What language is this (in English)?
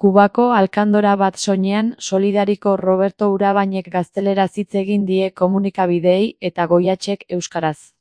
Basque